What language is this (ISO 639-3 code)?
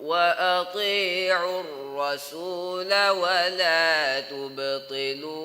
div